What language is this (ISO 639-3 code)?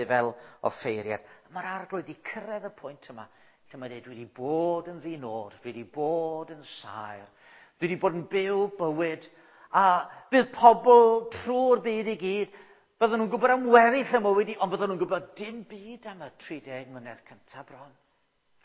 cym